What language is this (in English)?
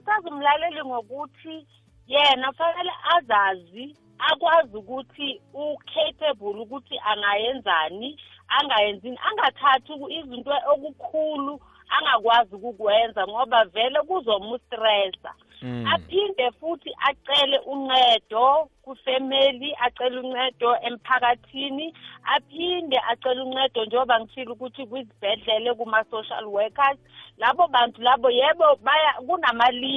South Ndebele